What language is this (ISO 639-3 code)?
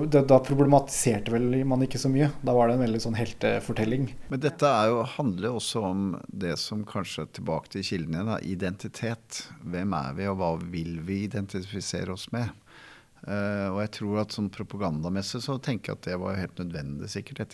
nor